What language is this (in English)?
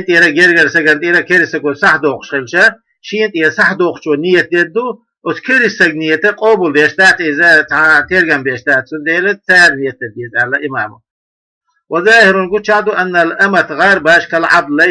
Chechen